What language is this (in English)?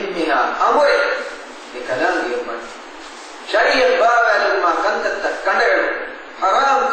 Divehi